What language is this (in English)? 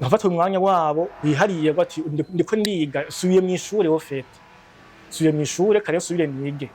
Rundi